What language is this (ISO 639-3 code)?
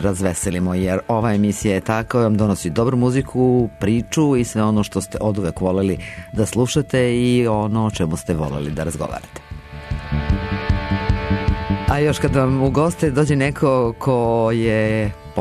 srp